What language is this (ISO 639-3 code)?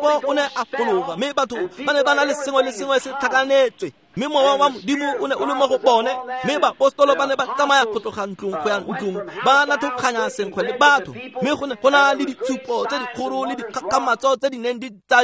tsn